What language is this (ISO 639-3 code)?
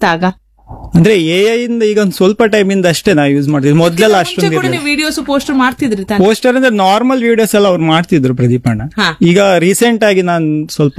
kan